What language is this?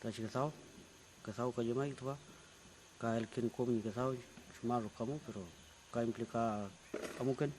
Mapuche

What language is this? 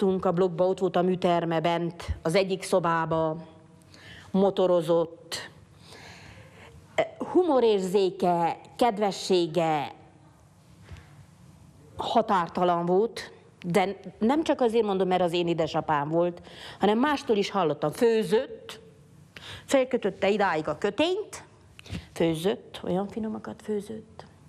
Hungarian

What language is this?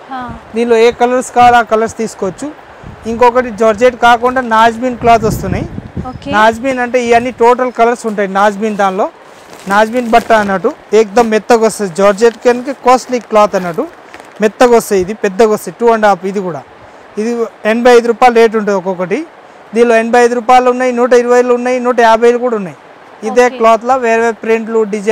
Telugu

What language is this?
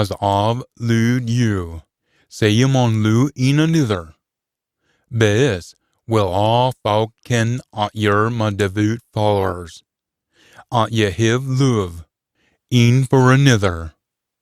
Scots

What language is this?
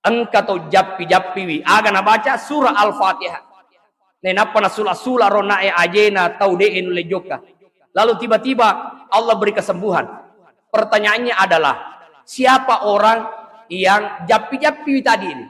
Buginese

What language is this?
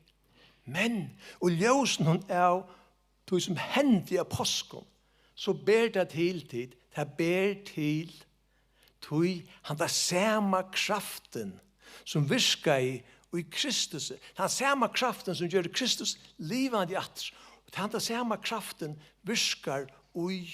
Faroese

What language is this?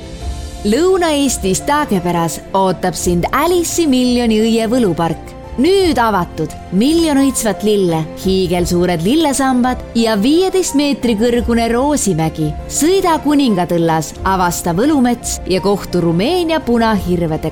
Estonian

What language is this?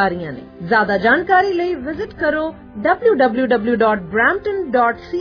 Punjabi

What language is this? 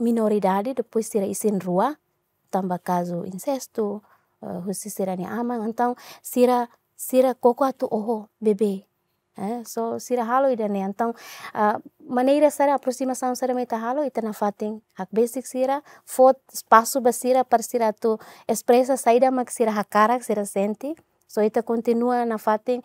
Tetum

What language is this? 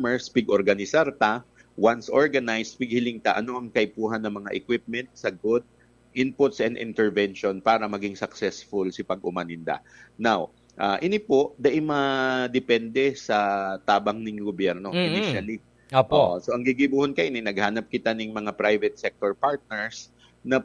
Bikol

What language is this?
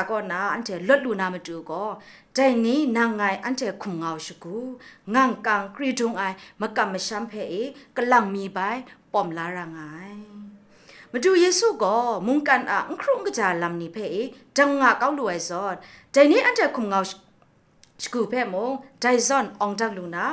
Kachin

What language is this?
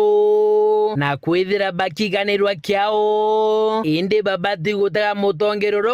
Meru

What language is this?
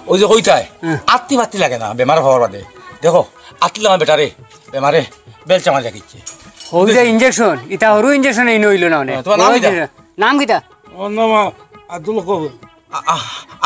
Sylheti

